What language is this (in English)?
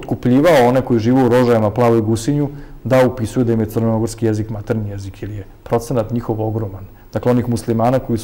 Serbian